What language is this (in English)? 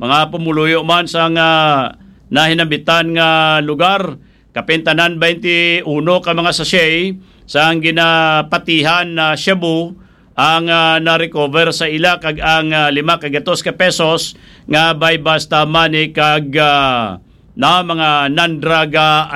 Hiligaynon